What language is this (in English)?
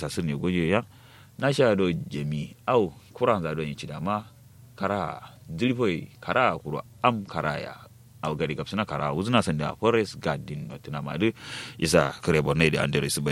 Kanuri